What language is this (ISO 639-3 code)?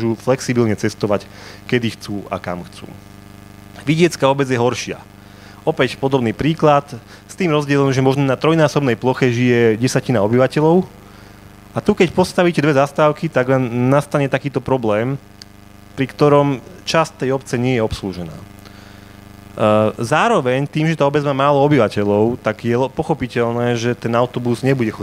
slk